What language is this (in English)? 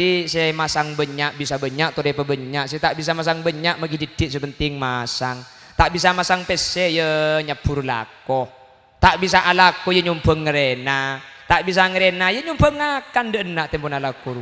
Madurese